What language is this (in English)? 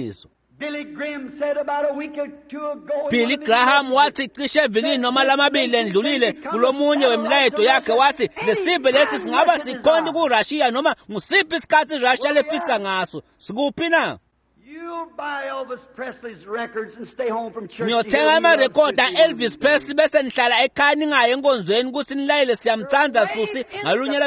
Swati